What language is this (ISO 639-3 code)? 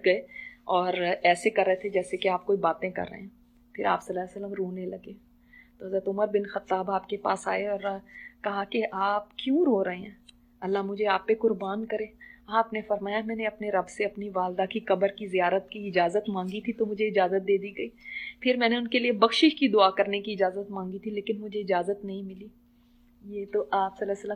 urd